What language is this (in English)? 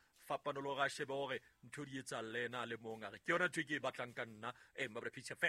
Southern Sotho